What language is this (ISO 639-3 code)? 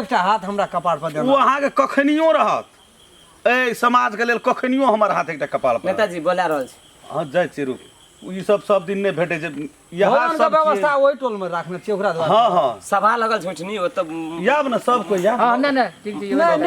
mai